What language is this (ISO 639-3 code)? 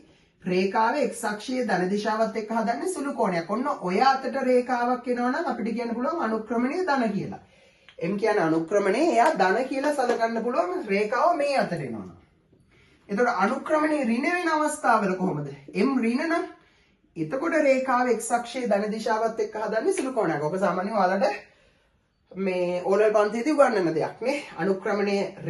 sin